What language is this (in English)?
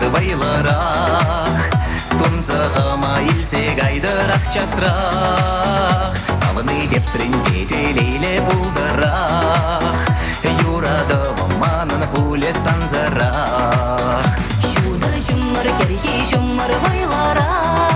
Chuvash